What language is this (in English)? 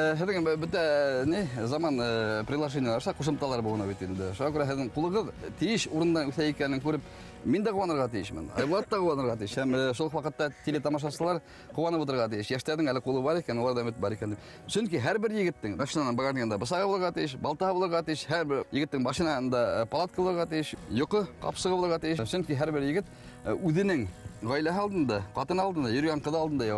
Bashkir